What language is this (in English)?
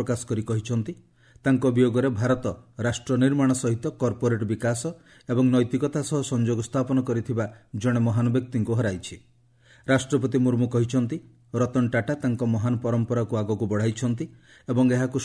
Odia